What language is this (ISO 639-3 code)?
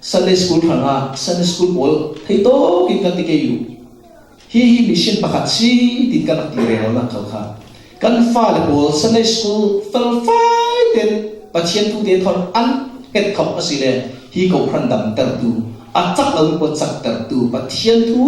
cfm